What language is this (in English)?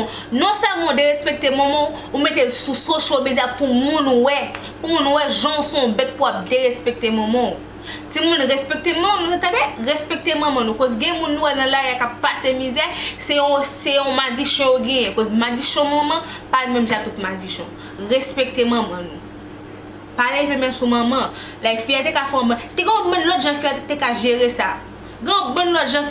Haitian Creole